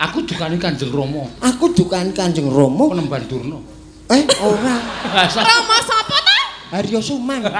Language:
Javanese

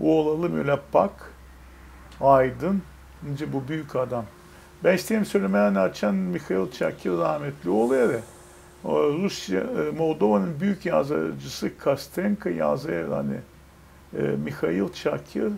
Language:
Gagauz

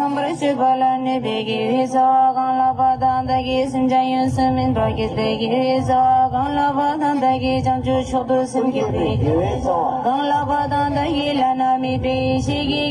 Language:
Tibetan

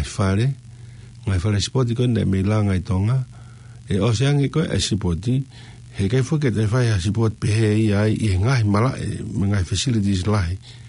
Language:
Tongan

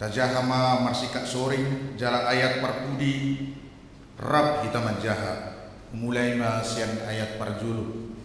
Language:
Batak Toba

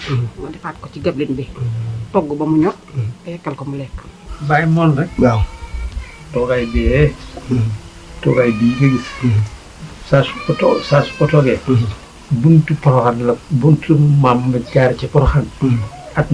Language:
Wolof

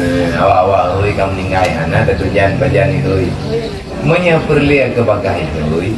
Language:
Achinese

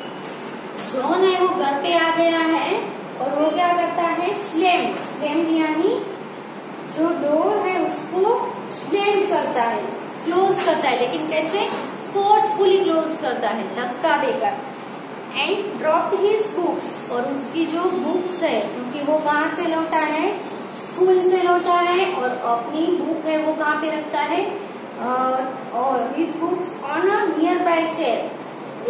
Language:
Hindi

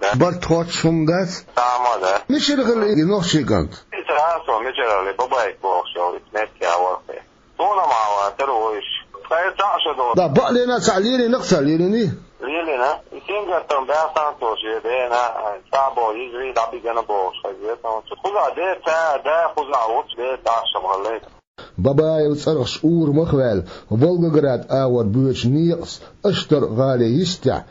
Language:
Chechen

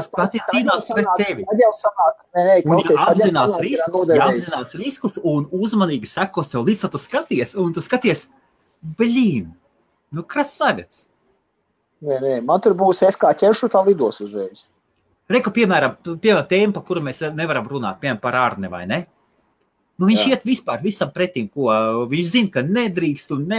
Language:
Latvian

